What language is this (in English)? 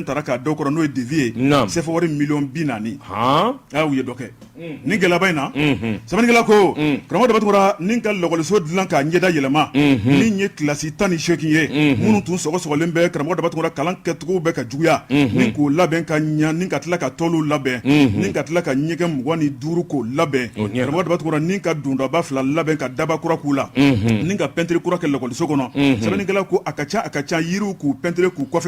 Bambara